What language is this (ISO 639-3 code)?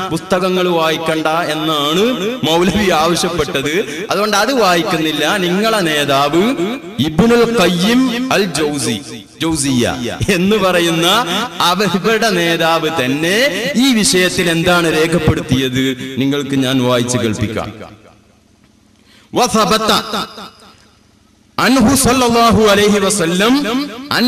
mal